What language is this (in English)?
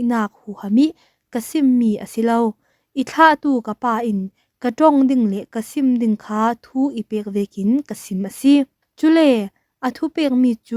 Falam Chin